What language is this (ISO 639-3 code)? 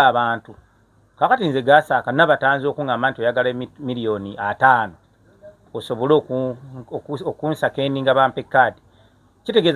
lug